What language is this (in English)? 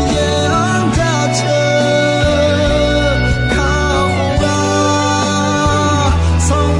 Akha